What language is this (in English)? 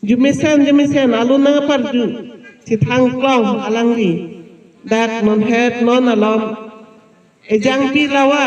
Karbi